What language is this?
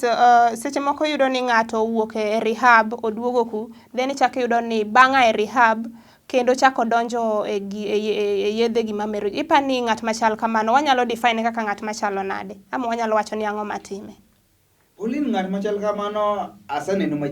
Luo (Kenya and Tanzania)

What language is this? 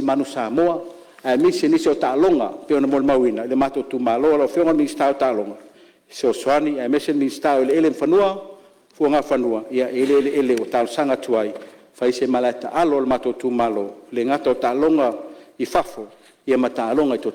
Samoan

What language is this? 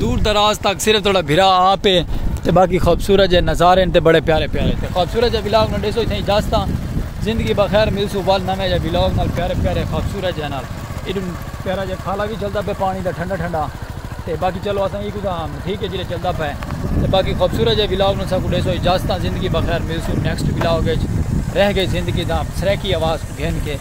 Saraiki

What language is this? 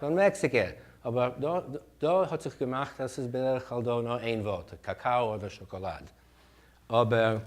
Yiddish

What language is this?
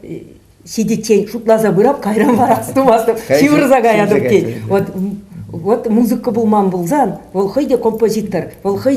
Chuvash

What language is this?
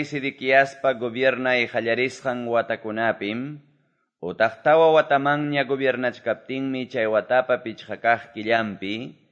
Quechua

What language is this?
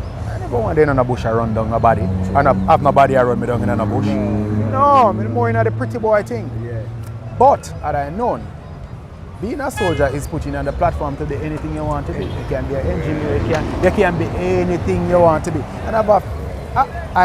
Jamaican Creole English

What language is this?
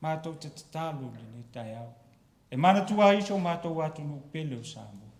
Samoan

